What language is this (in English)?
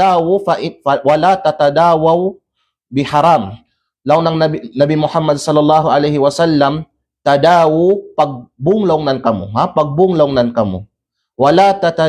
Kalagan